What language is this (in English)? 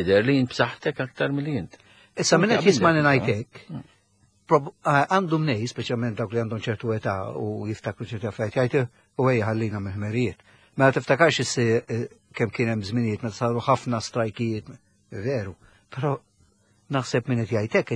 Maltese